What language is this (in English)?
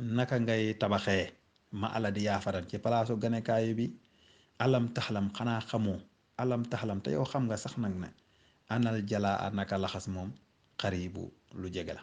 Wolof